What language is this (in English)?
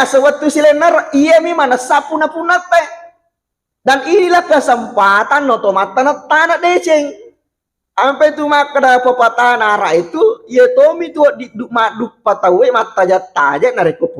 Buginese